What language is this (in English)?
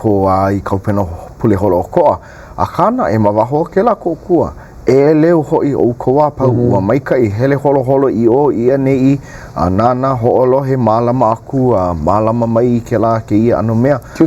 Hawaiian